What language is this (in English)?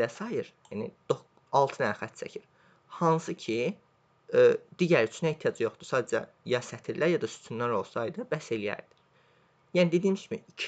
Azerbaijani